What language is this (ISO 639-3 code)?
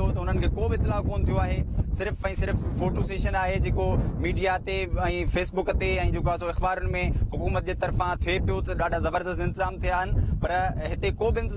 snd